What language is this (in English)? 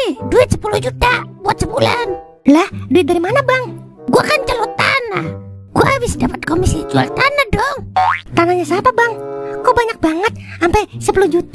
Betawi